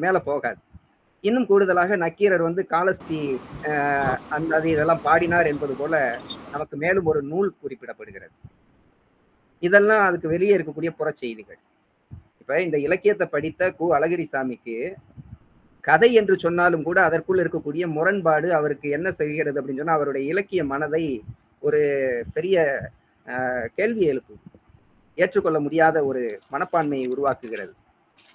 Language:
Tamil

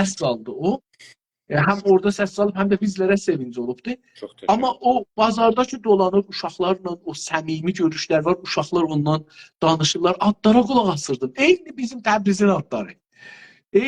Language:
South Azerbaijani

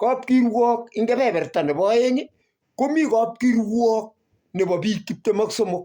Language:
Kalenjin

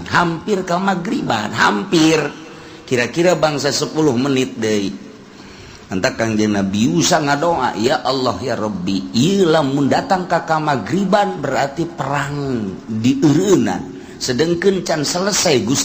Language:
Sundanese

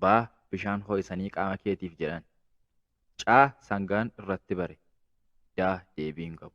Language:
Oromo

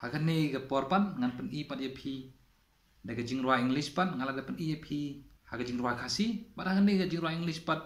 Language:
Khasi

